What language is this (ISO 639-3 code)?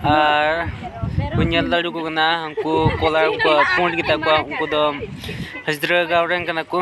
sat